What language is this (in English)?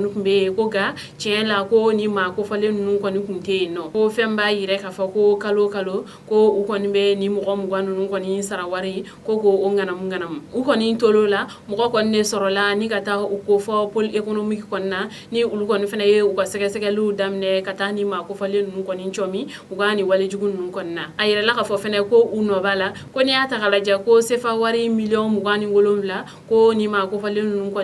Bambara